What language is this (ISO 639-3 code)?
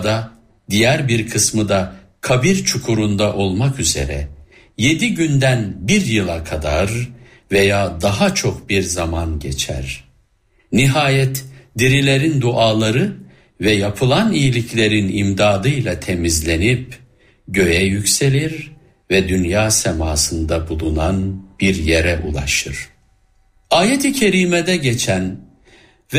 tur